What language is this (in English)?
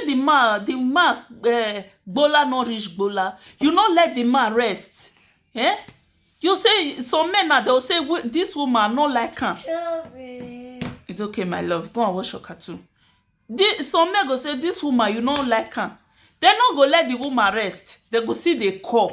Nigerian Pidgin